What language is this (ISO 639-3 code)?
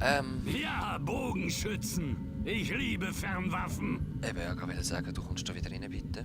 gsw